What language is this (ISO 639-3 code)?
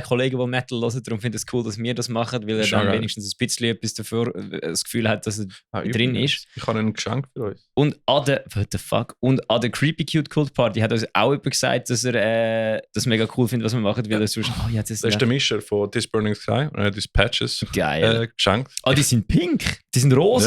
gsw